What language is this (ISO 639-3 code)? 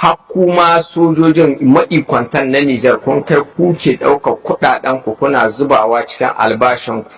hau